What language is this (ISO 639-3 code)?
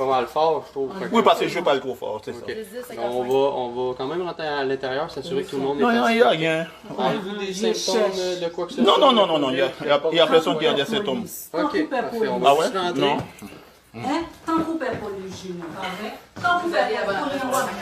hat